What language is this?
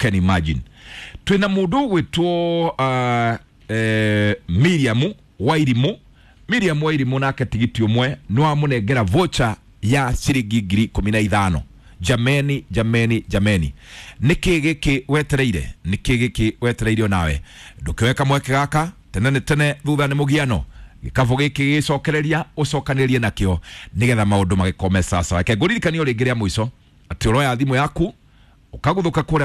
Kikuyu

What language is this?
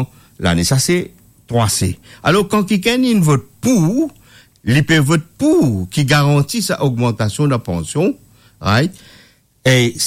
Morisyen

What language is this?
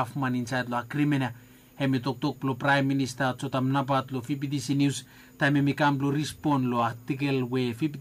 Bislama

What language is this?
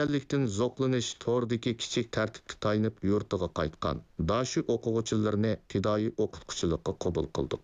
Uyghur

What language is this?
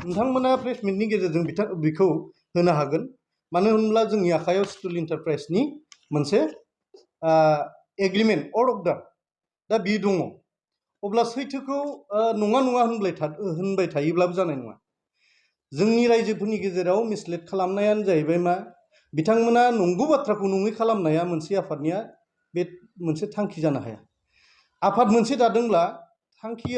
Bodo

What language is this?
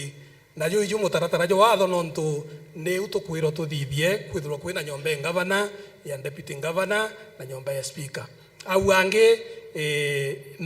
Meru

